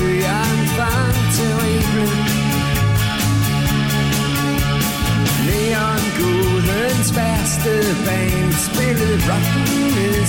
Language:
Danish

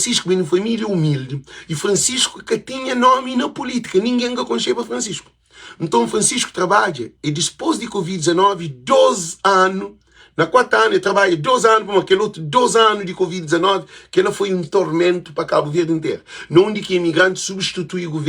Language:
Kabuverdianu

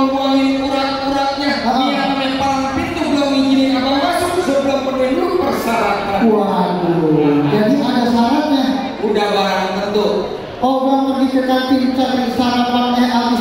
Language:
Betawi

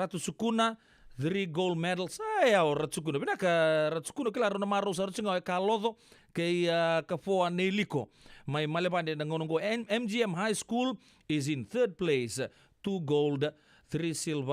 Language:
Fijian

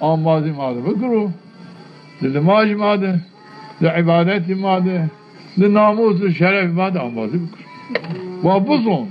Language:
Zaza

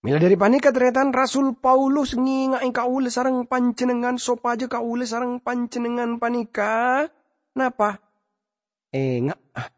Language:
Madurese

